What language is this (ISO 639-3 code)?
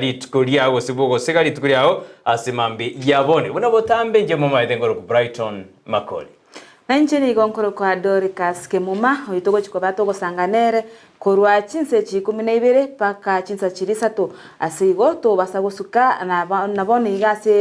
guz